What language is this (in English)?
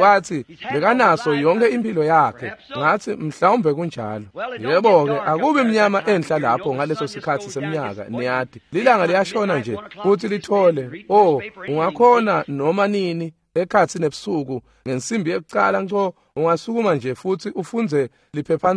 Swati